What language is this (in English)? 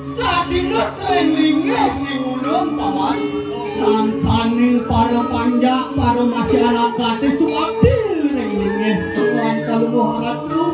Balinese